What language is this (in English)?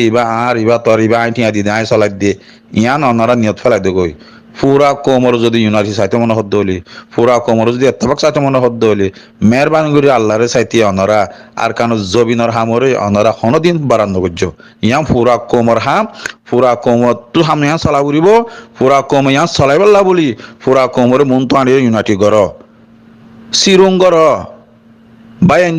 Rohingya